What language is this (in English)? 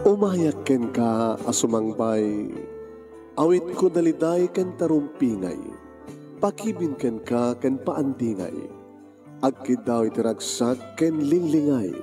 Iloko